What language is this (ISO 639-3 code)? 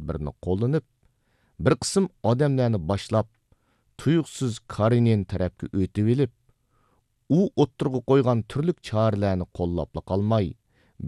uig